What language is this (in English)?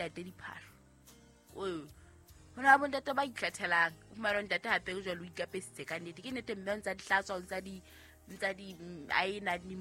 Southern Sotho